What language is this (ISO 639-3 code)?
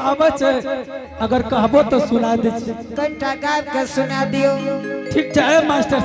anp